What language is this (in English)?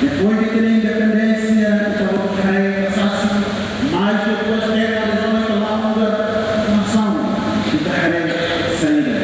Tetum